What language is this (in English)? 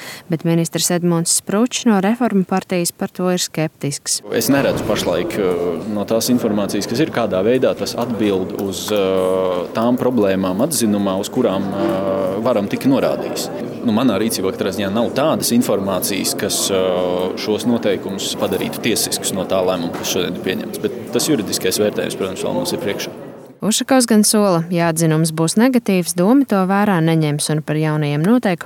Latvian